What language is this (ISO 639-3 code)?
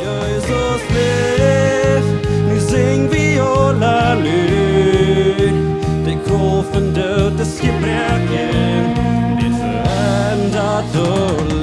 pdt